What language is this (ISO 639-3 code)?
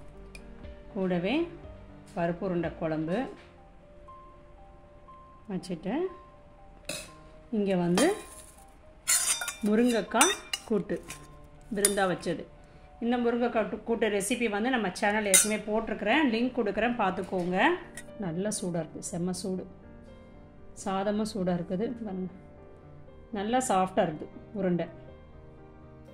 tam